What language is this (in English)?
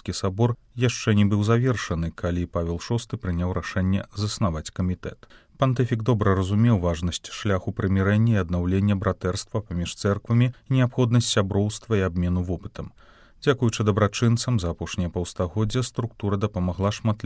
Belarusian